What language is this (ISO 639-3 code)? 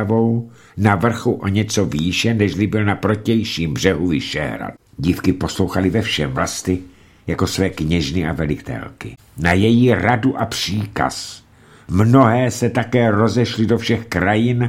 ces